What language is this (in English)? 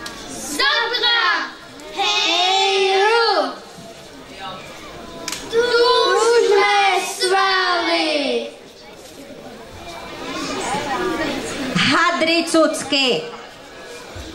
Czech